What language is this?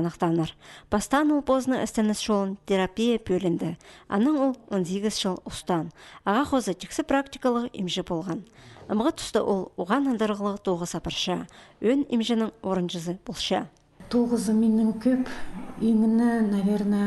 Khakas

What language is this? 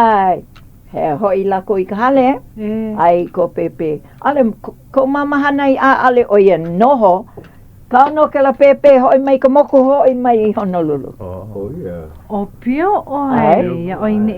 Hawaiian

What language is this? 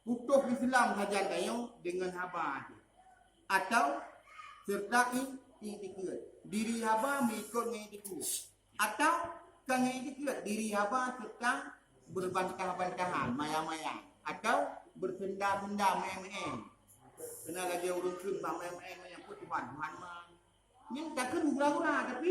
Achinese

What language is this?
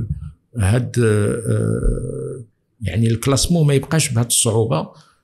Moroccan Arabic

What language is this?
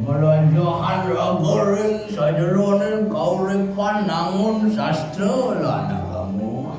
Balinese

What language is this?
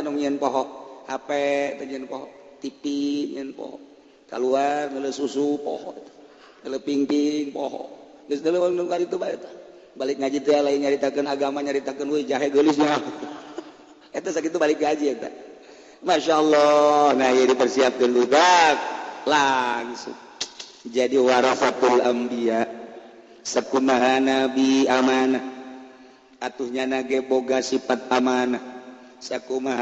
Sundanese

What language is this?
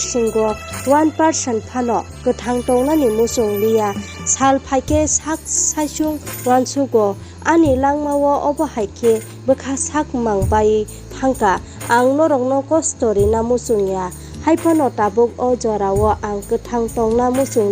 Kok Borok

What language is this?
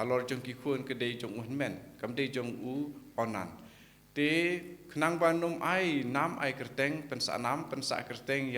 Khasi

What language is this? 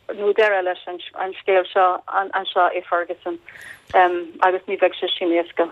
Irish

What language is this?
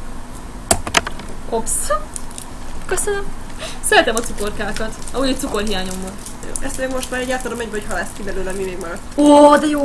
Hungarian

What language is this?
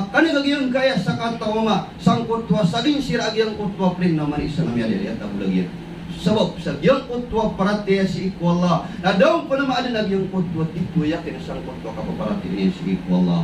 Maranao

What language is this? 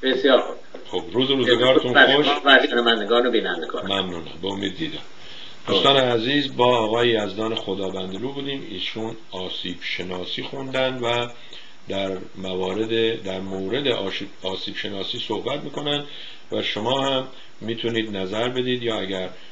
Persian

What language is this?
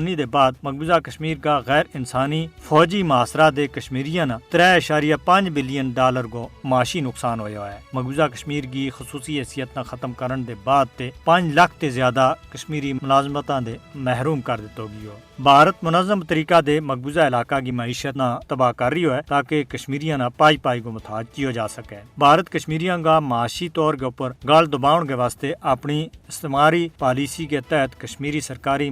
Gujari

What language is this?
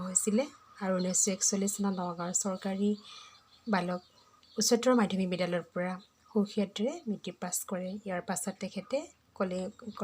Assamese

